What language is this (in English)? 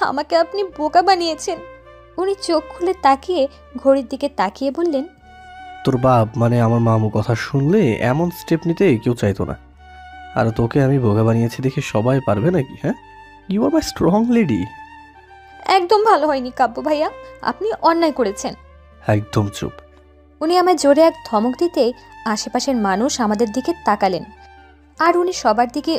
Bangla